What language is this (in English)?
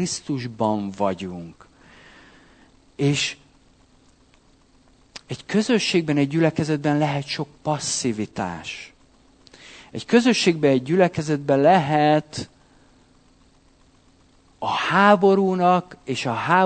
Hungarian